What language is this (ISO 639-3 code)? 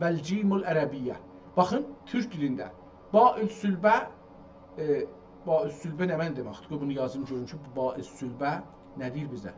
azb